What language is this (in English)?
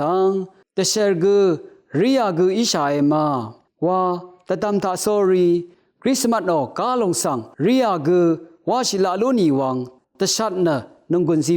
Rawang